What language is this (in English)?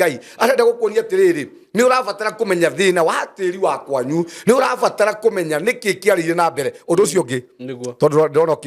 Kikuyu